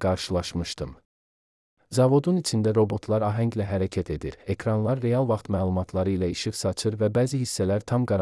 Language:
Azerbaijani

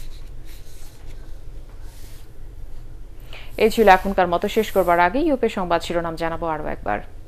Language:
Bangla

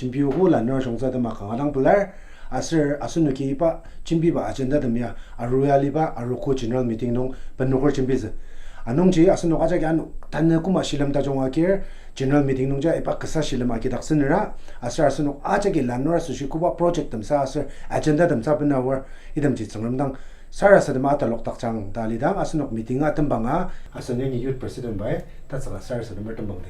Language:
Ao Naga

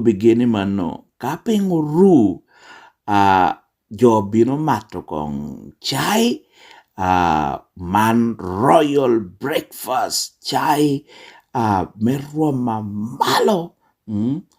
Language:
Lango (Uganda)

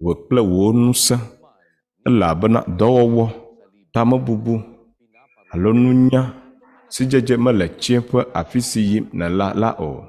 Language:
Ewe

